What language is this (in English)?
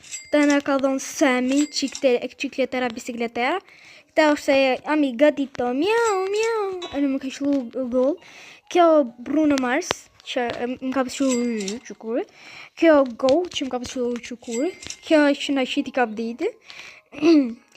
Albanian